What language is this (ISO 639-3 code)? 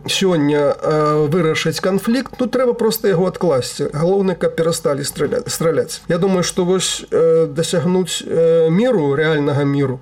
bel